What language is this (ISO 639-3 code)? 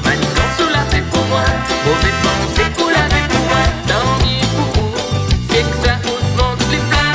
rcf